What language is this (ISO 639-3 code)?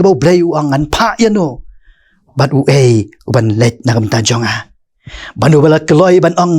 kha